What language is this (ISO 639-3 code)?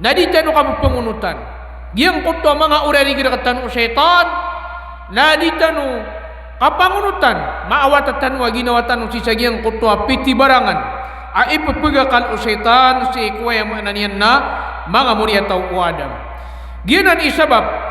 mrw